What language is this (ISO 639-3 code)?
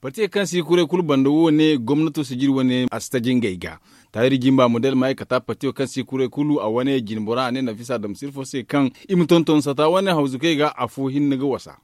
dje